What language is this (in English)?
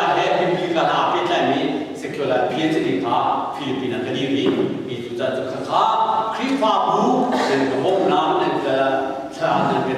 Hakha Chin